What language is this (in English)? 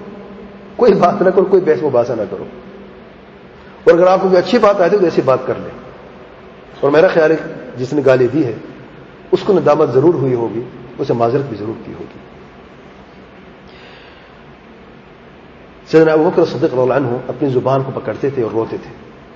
Urdu